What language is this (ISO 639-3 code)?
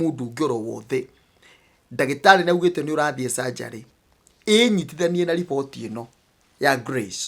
kik